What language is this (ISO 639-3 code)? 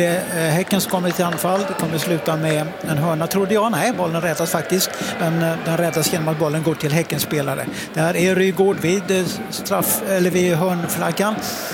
swe